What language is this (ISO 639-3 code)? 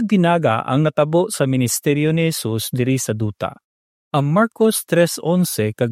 hil